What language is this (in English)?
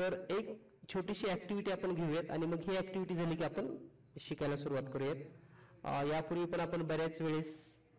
Marathi